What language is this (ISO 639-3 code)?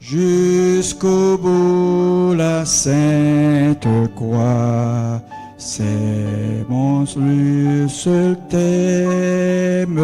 gcf